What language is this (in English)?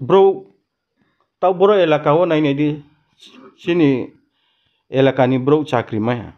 Riang (India)